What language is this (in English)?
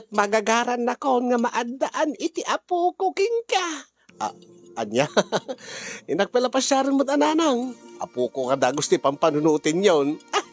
Iloko